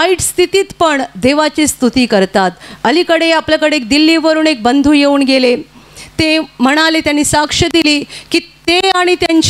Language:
Marathi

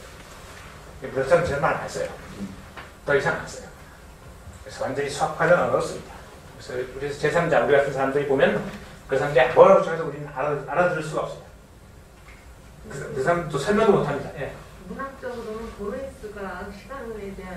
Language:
Korean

